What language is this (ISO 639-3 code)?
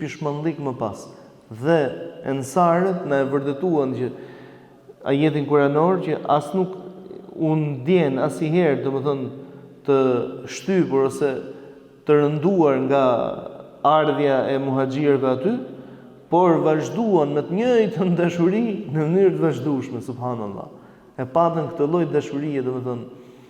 sqi